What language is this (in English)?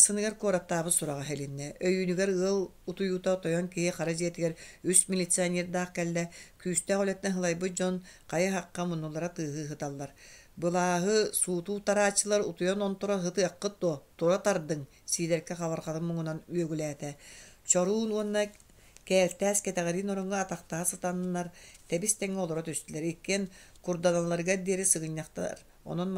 Yakut